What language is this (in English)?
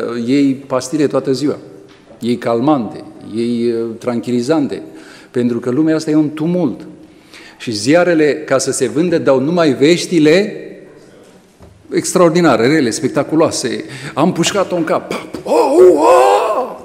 Romanian